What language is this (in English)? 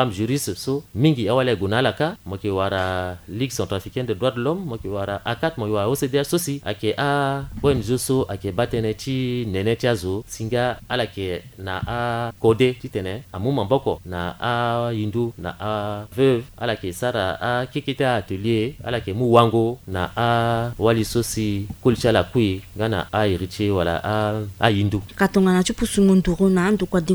Sango